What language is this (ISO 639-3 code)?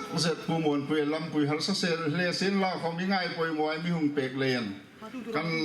hmr